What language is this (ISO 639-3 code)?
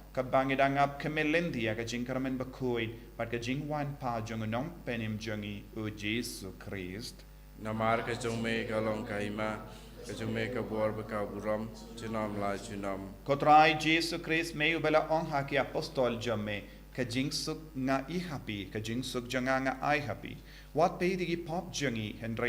kha